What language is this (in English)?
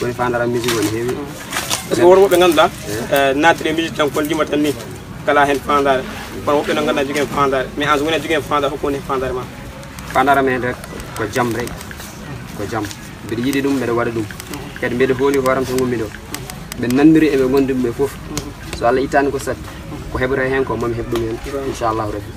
Pular